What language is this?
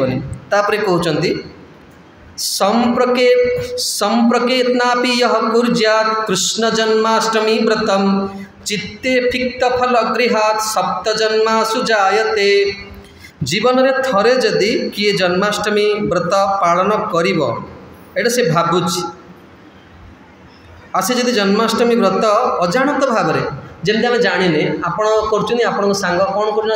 Odia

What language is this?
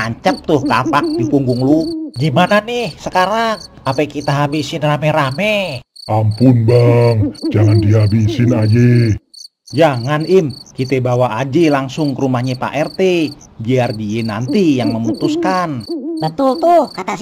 Betawi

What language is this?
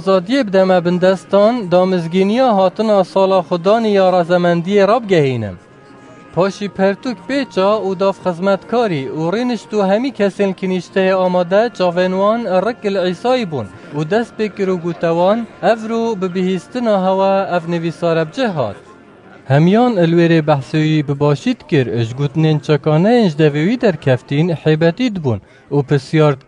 Kurdish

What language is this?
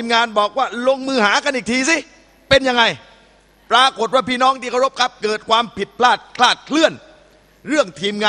Thai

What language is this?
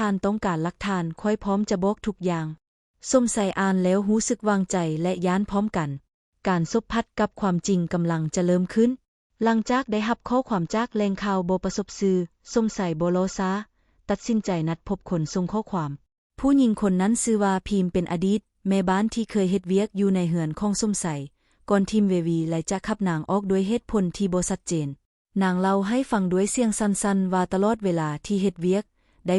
Lao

